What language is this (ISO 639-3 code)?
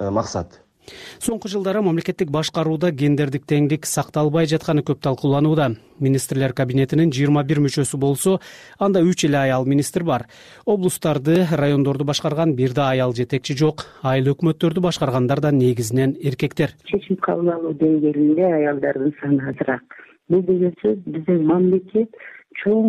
kir